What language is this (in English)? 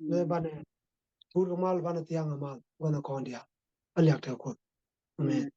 Nuer